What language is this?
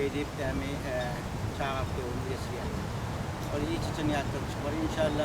Turkmen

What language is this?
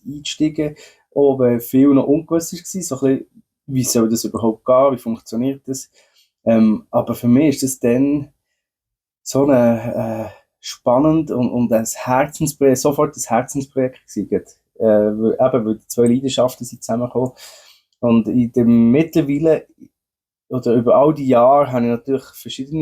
Swiss German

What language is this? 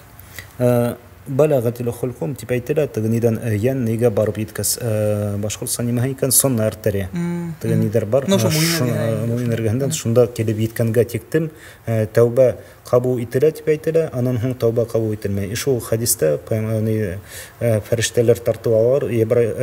Bashkir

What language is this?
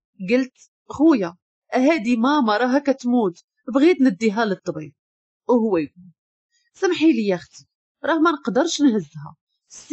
Moroccan Arabic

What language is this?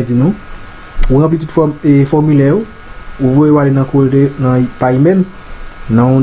Haitian Creole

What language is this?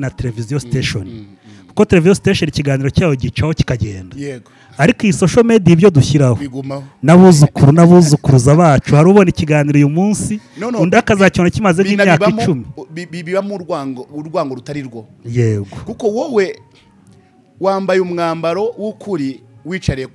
Kinyarwanda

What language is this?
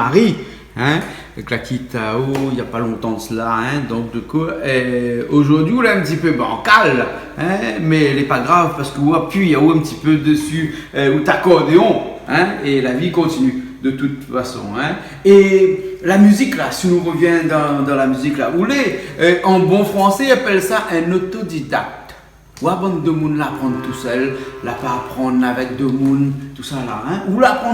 Réunion Creole French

